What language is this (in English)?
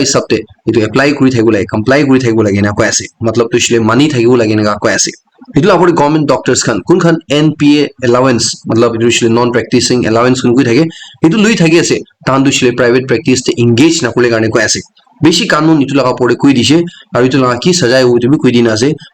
Naga Pidgin